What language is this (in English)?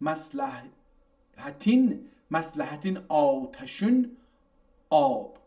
South Azerbaijani